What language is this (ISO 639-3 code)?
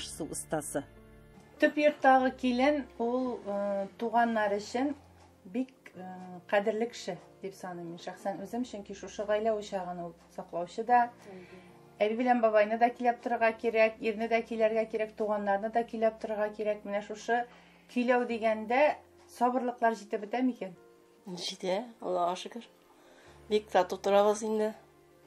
tat